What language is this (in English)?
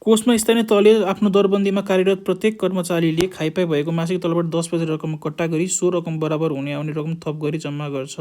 Nepali